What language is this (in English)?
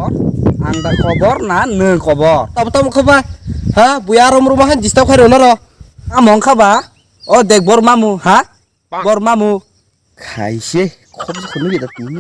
Kok Borok